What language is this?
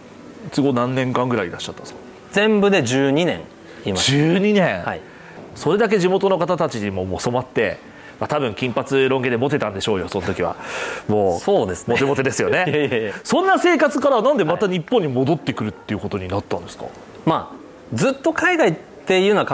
Japanese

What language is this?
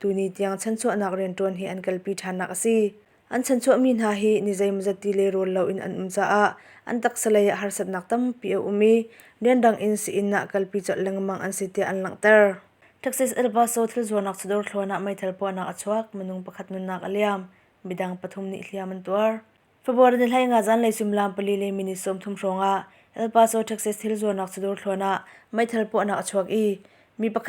Hakha Chin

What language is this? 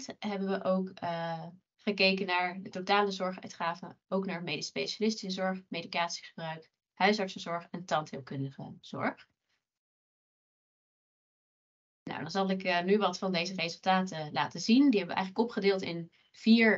Dutch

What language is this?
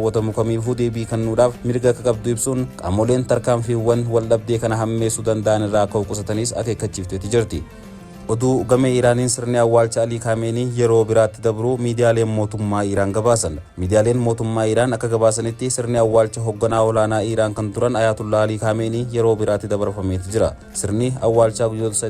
Oromo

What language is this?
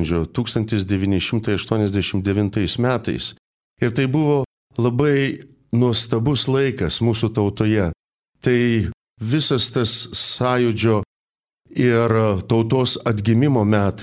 Lithuanian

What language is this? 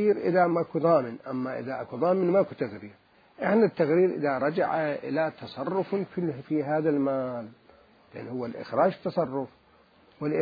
Mesopotamian Arabic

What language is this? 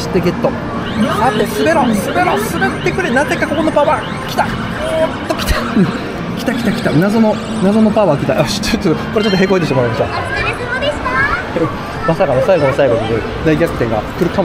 Japanese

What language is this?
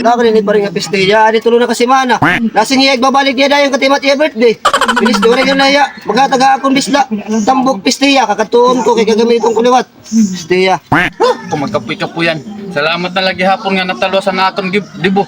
Waray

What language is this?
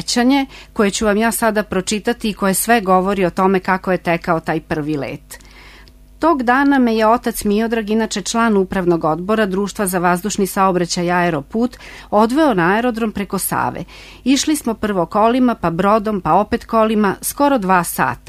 Serbian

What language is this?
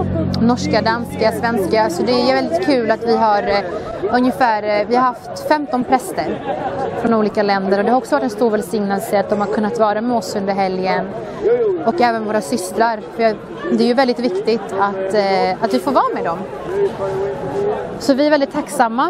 Swedish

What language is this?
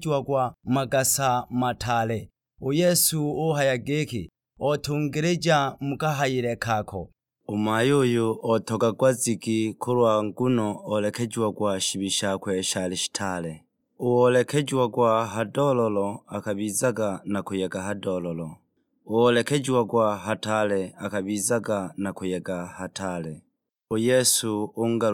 Sukuma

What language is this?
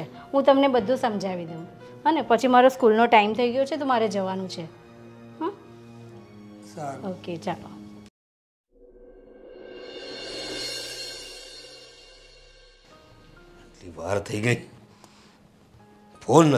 Gujarati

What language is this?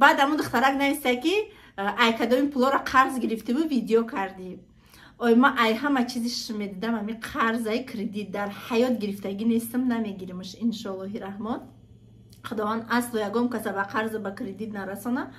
Tajik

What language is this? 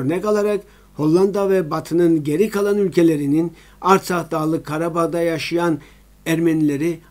Turkish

